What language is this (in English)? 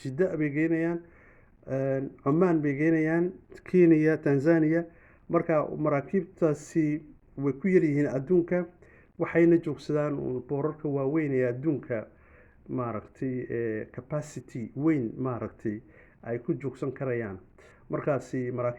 Somali